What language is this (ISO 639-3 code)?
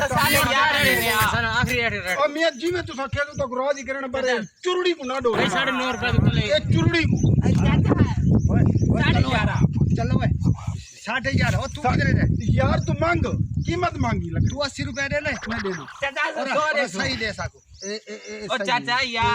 skr